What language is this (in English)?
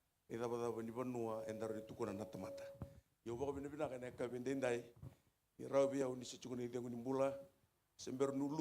Fijian